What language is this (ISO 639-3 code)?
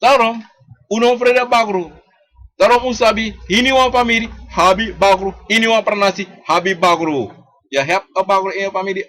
srn